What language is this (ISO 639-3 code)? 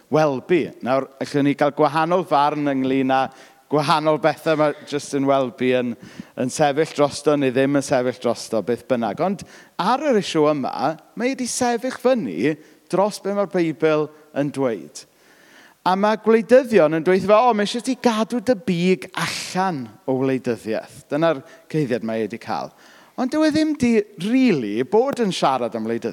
cym